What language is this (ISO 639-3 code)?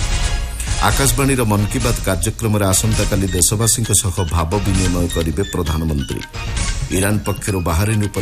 ori